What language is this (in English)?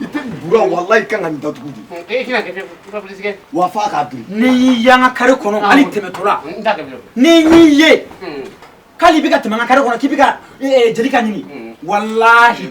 Bambara